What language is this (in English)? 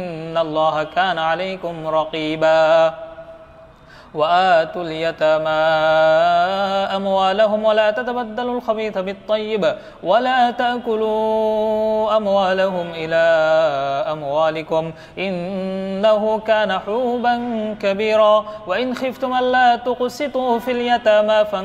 Arabic